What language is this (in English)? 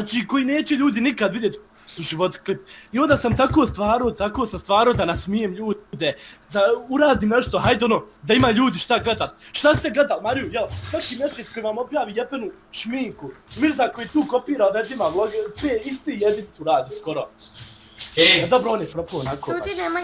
Bosnian